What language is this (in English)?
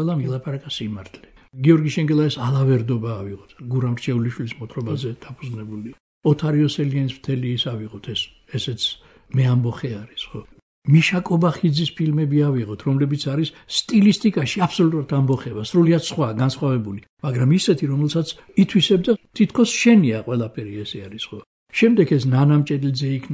Georgian